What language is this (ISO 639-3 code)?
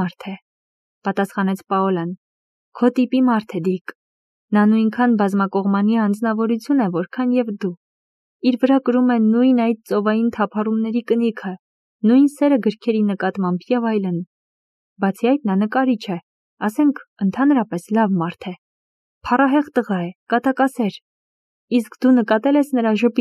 hye